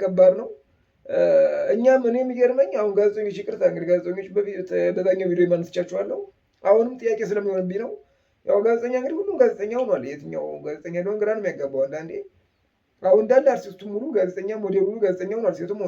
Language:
Amharic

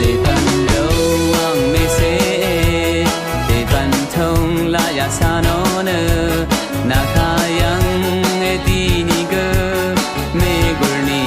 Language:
Rawang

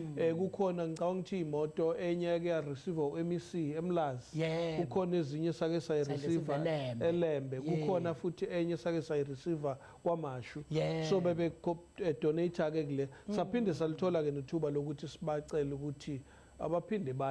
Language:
Zulu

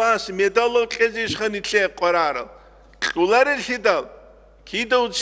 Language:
Avaric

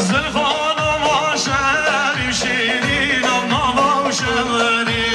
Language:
Kurdish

